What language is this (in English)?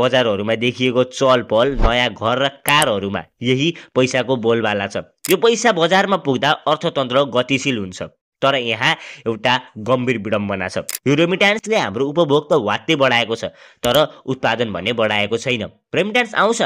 Nepali